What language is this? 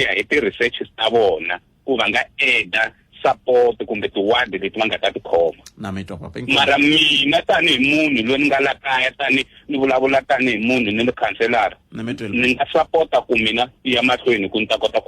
Tsonga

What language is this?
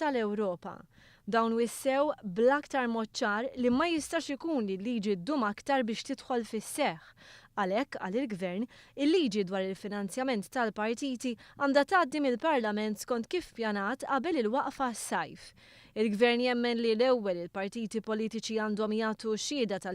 Maltese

